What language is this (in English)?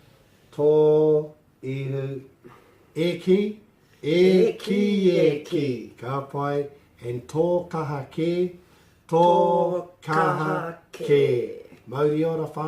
Māori